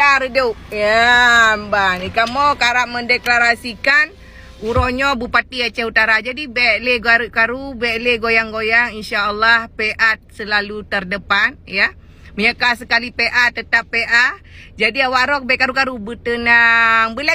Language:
Achinese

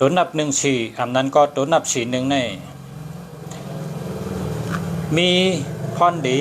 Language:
Shan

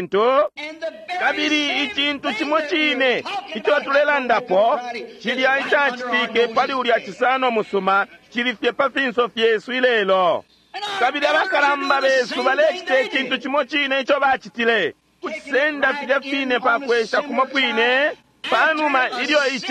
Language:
Bemba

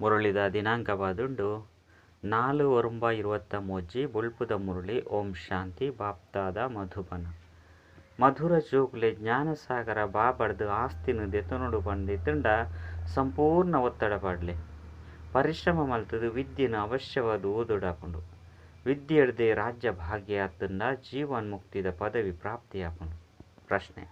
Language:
Tulu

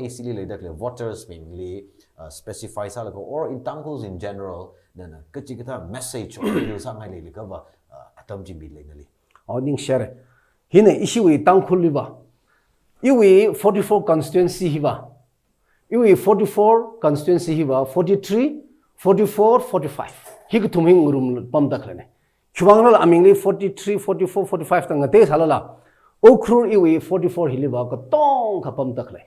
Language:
Tangkhul Naga (India)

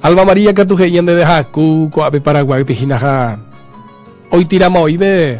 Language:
Guarani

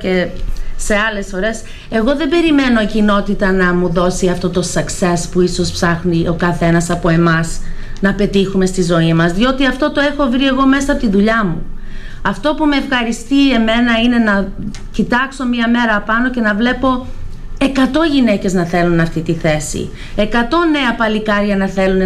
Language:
Greek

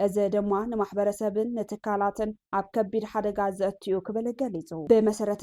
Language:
Tigrinya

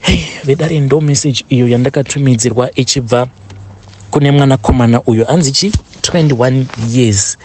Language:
Shona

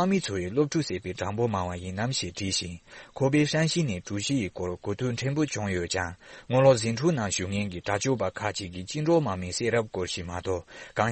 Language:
Tibetan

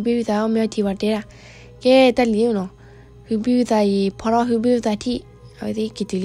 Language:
S'gaw Karen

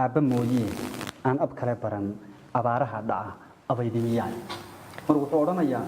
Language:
Somali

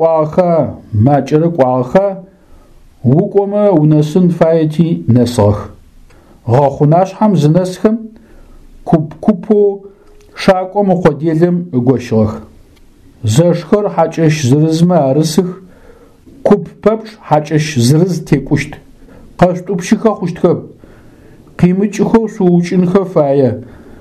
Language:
Adyghe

